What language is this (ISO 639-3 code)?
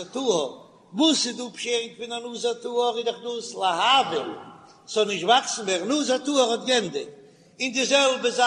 yid